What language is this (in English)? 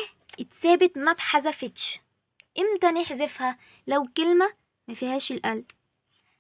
Egyptian Arabic